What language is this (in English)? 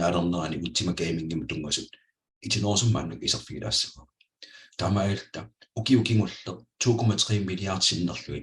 Kalaallisut